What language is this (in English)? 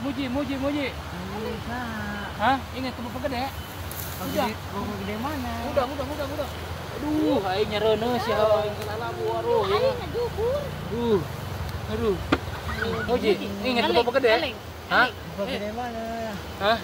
Sundanese